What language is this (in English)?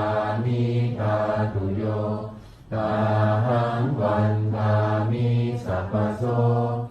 Pali